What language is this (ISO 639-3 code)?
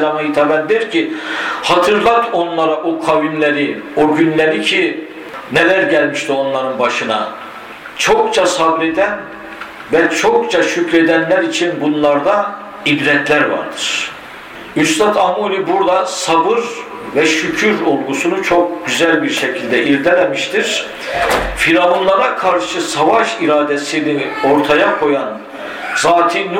tur